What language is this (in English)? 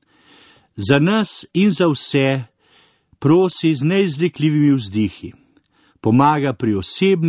Slovenian